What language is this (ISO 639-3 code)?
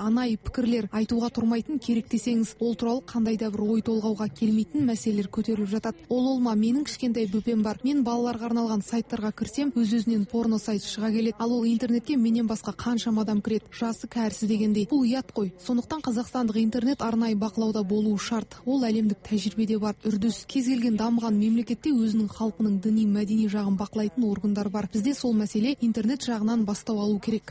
kaz